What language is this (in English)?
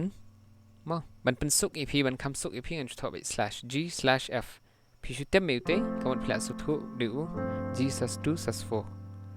Khasi